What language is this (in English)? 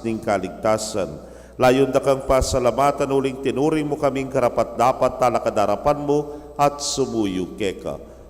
Pampanga